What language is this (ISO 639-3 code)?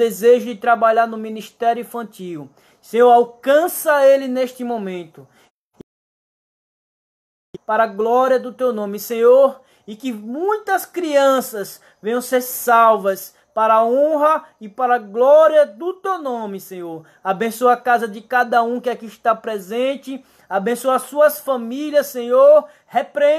por